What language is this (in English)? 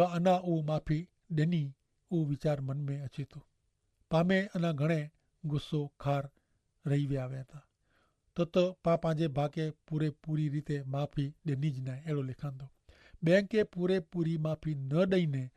Kachhi